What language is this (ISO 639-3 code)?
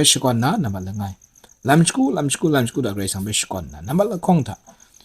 kac